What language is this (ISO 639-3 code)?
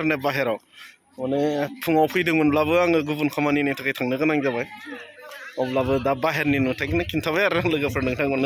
brx